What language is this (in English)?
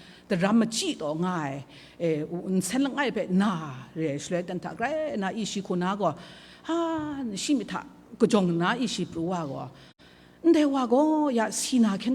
Kachin